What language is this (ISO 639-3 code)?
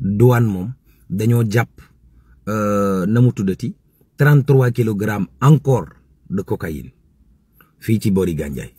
wol